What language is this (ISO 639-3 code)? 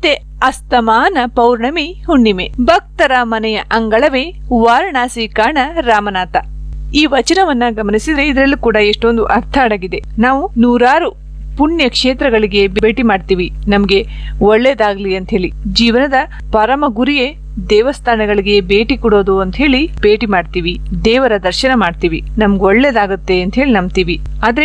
kan